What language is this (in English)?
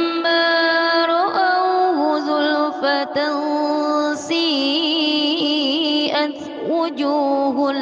Arabic